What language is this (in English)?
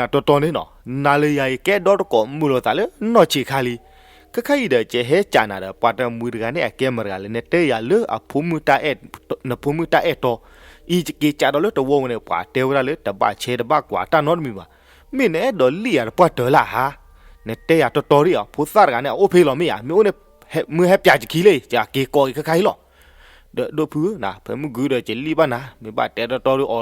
S'gaw Karen